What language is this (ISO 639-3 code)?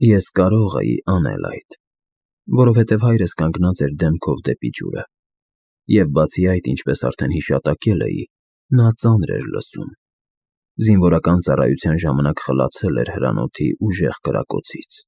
hye